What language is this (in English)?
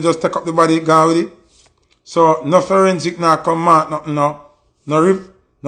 Jamaican Creole English